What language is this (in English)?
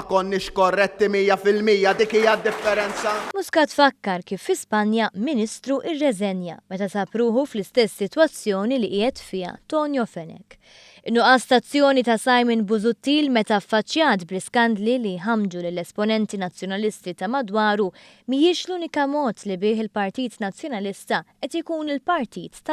Maltese